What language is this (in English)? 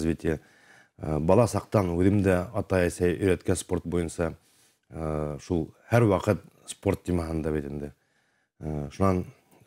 Bashkir